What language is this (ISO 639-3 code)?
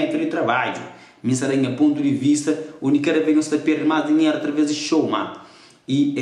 kea